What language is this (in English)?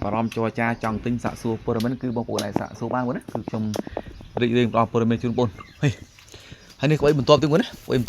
Khmer